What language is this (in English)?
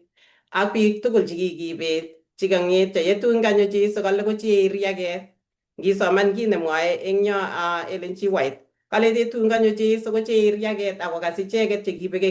Kalenjin